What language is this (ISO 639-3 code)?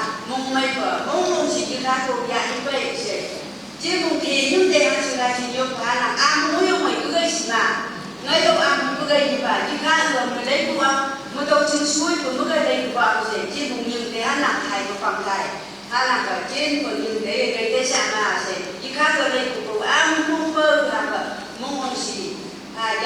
nph